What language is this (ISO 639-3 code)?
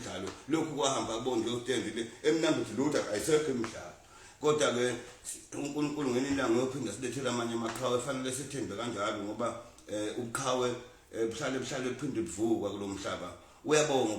zul